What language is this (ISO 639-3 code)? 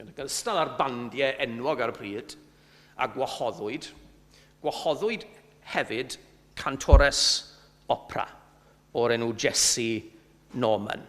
cym